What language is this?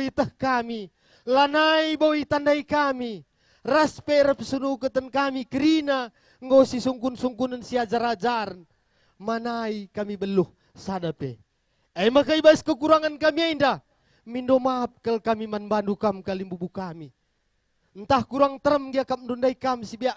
Batak Karo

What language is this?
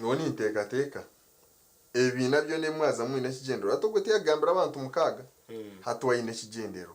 Nyankole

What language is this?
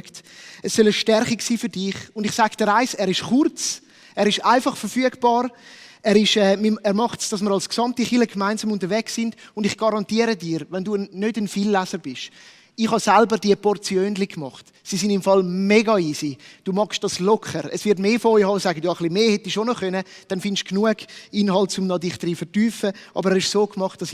Swiss German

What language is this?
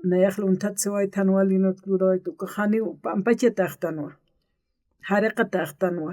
Aymara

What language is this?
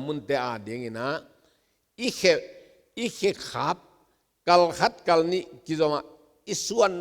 Tedim Chin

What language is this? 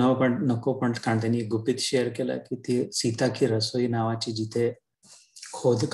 Marathi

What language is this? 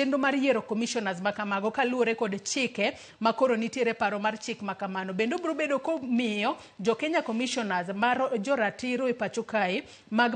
Luo (Kenya and Tanzania)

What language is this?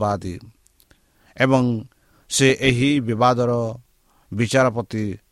Odia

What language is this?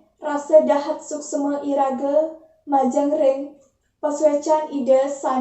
Balinese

